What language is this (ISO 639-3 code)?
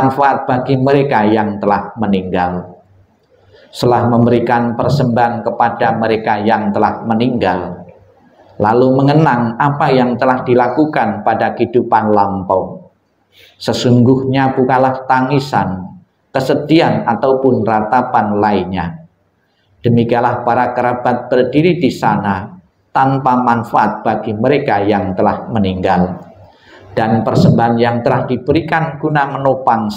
ind